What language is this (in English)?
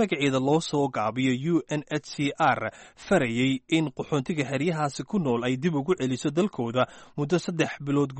Somali